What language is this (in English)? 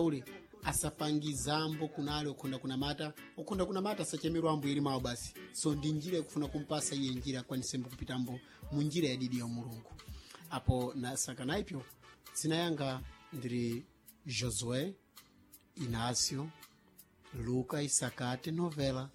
Sena